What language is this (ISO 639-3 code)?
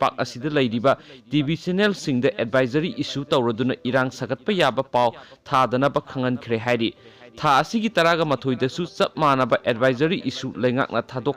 mni